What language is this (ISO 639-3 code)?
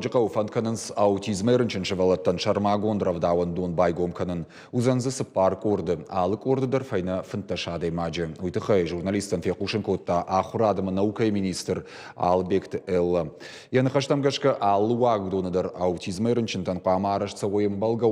oss